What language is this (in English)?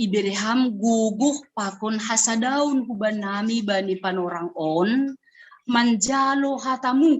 Batak Simalungun